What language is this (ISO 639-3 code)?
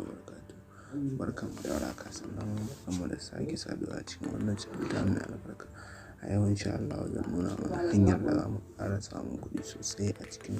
hau